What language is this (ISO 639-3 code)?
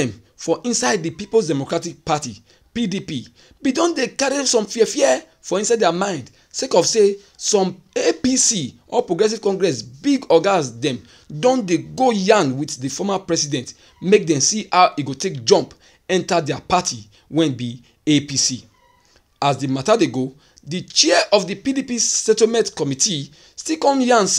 pcm